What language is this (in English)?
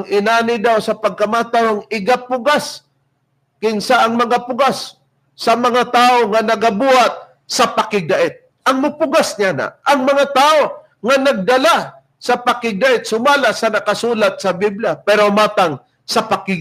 Cebuano